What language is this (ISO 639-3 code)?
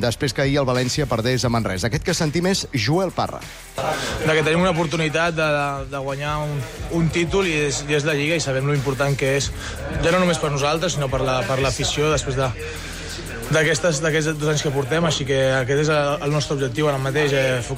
cat